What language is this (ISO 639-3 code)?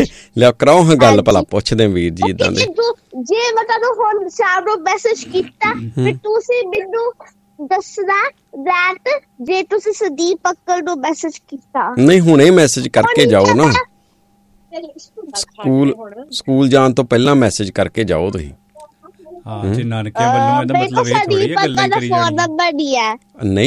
pan